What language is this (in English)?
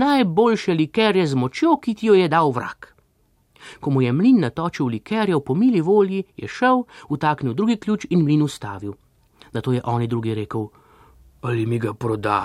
Slovenian